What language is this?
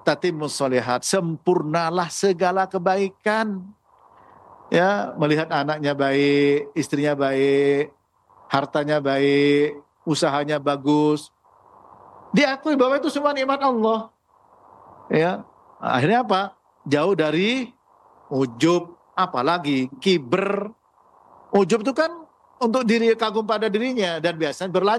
Indonesian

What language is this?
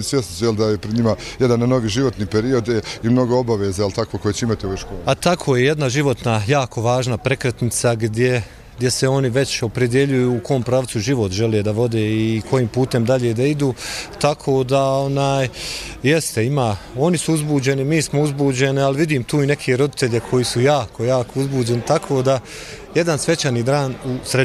Bosnian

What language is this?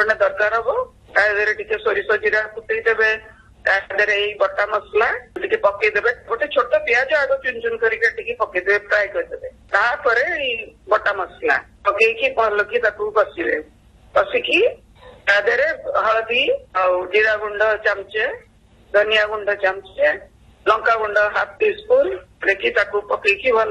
Odia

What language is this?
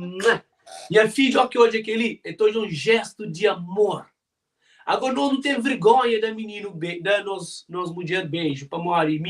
Kabuverdianu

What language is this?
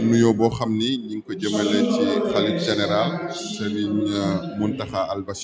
Wolof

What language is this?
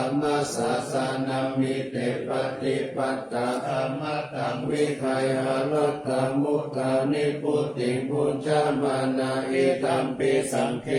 Pali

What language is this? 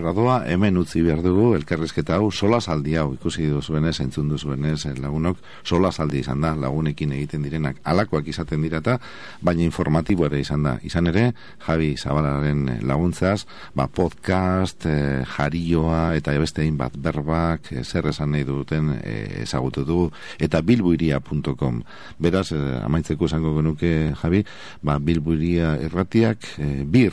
Basque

